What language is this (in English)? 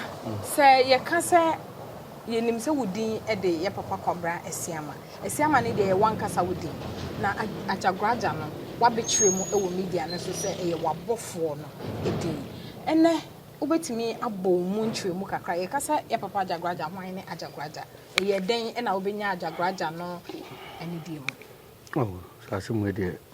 Akan